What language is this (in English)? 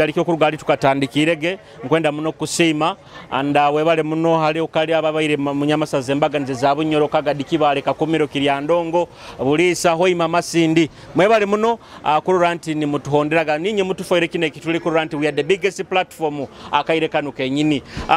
Nyoro